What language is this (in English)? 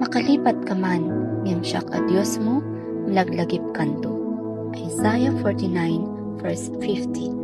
Iloko